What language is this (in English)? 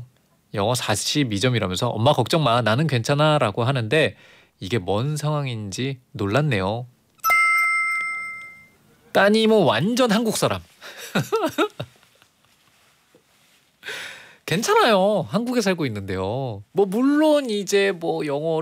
Korean